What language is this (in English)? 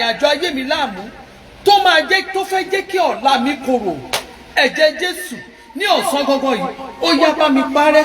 Yoruba